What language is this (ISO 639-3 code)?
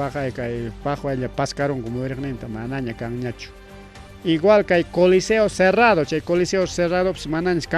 quy